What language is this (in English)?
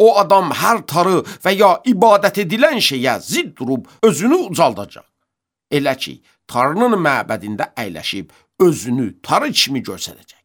Azerbaijani